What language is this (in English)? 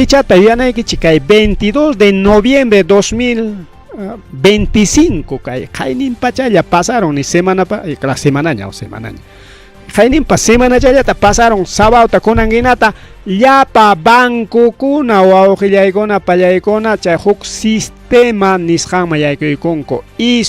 Ayacucho Quechua